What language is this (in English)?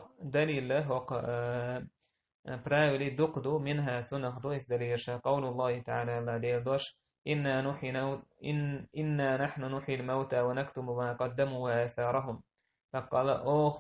Chechen